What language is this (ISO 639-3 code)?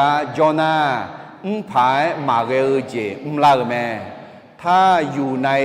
ahk